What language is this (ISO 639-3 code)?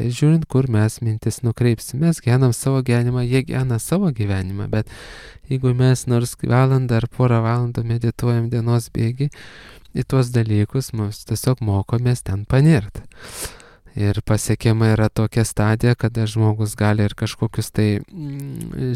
lit